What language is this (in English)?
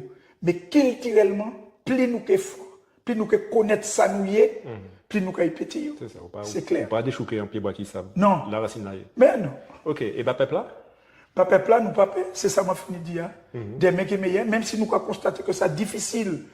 Guadeloupean Creole French